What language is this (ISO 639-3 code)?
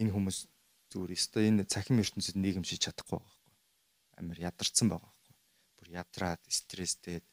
mon